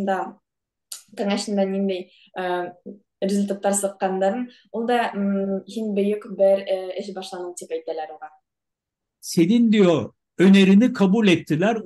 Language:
Bashkir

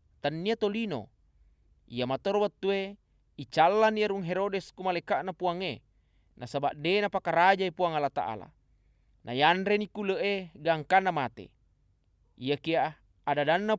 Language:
Buginese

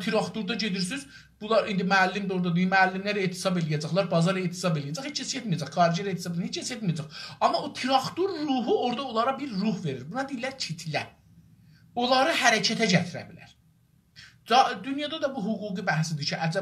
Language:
South Azerbaijani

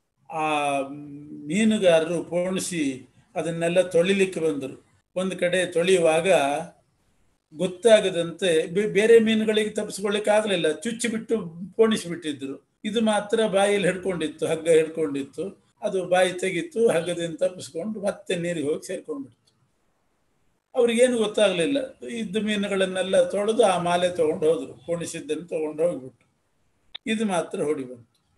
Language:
Kannada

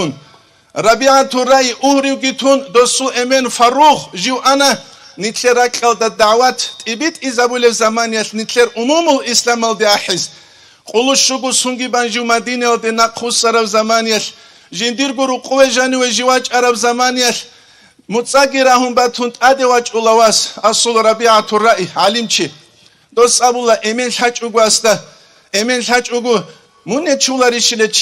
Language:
Avaric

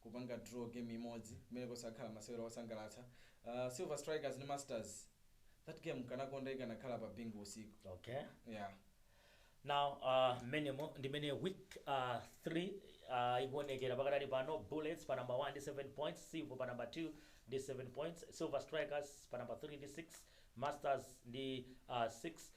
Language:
Nyanja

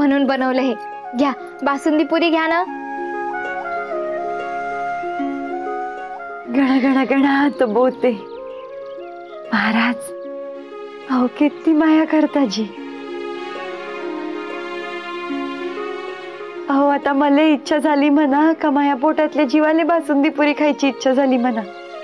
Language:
Marathi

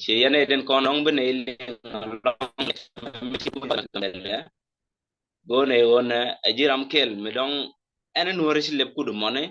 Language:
Nuer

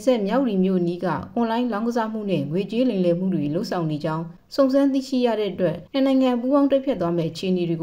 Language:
Burmese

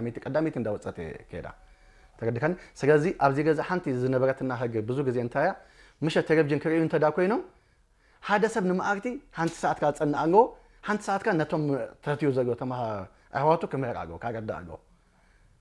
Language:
Tigrinya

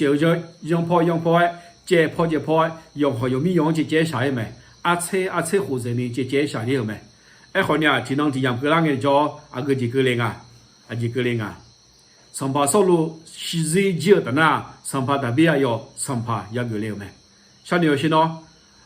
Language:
Akha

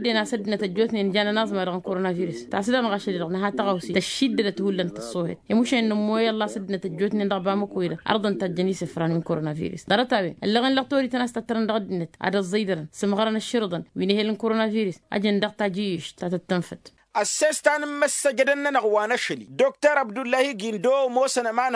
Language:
Tamasheq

